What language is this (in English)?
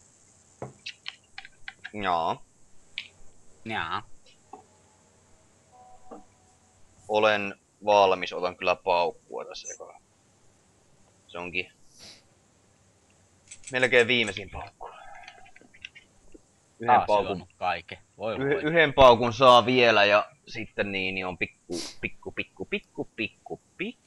Finnish